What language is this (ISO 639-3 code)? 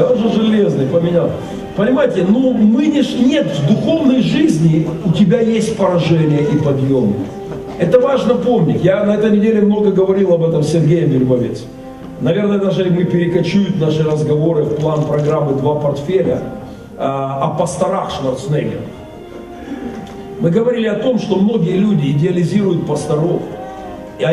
rus